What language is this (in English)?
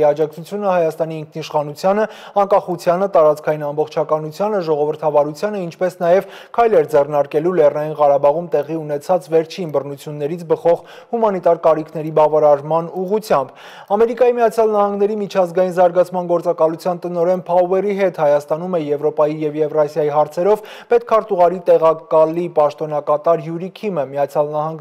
Armenian